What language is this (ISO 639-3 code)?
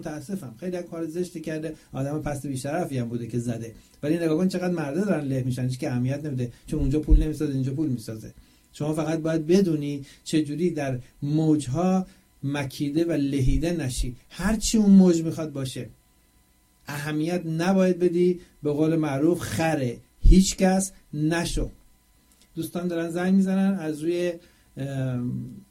fas